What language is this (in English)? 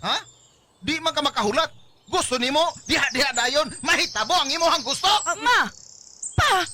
Cebuano